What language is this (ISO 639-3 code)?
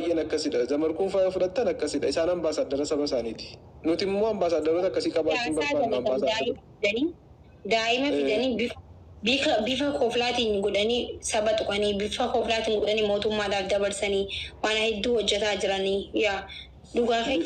orm